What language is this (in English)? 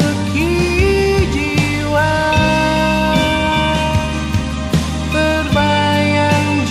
Indonesian